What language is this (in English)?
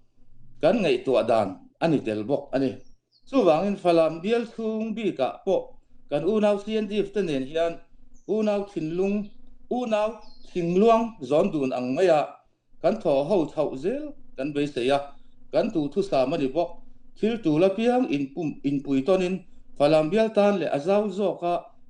Falam Chin